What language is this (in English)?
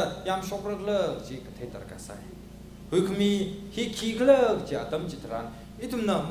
Tangkhul Naga (India)